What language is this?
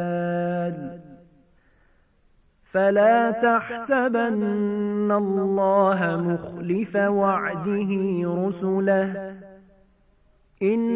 Arabic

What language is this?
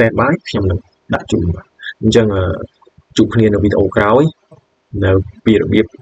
Khmer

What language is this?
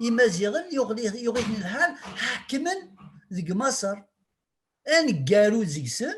Kabyle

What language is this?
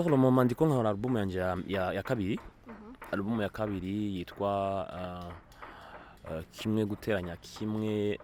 Rundi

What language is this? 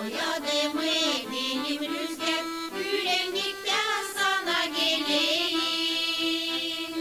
Gagauz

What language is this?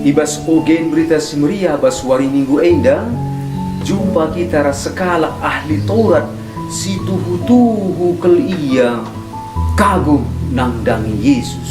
Batak Karo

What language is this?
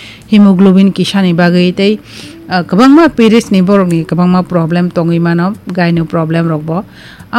Kok Borok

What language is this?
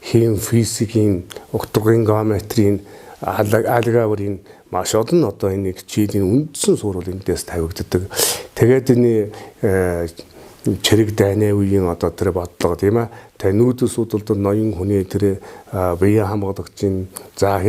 Mongolian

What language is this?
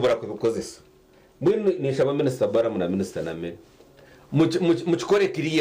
Nyankole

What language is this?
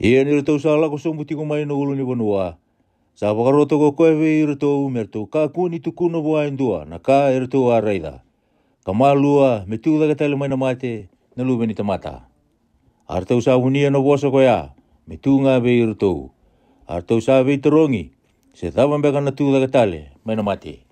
Fijian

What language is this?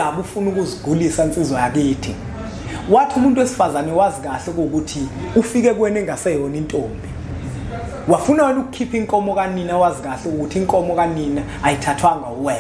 Zulu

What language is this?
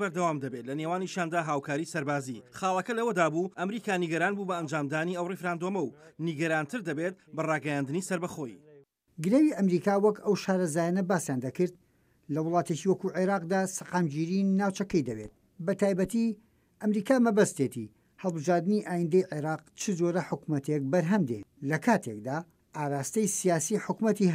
Central Kurdish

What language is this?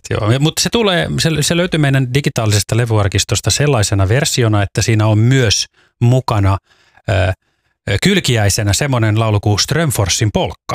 Finnish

